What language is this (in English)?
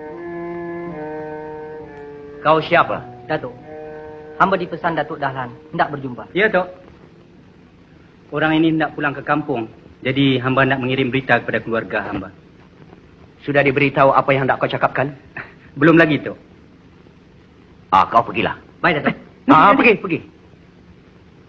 Malay